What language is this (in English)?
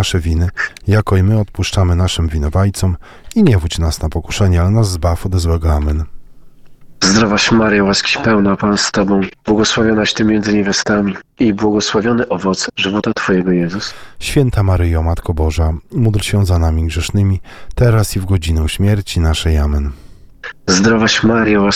Polish